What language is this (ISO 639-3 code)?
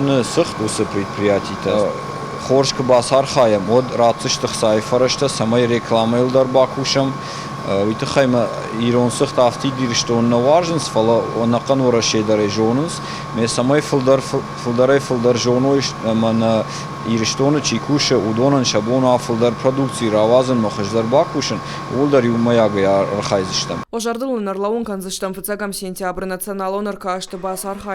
oss